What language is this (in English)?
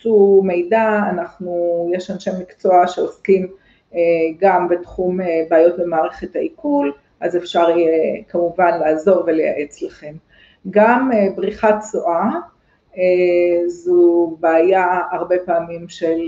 Hebrew